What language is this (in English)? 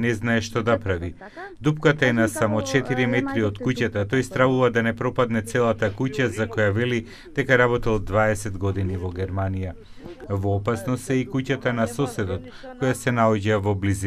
Macedonian